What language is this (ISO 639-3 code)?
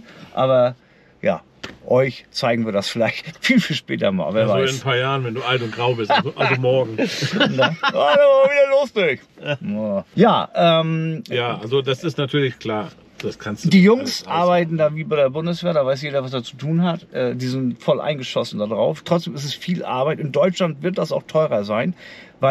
deu